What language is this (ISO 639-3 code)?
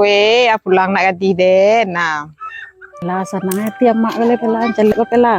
min